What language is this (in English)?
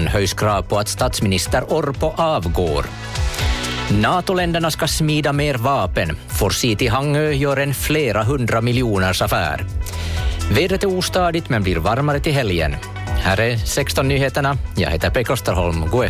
Swedish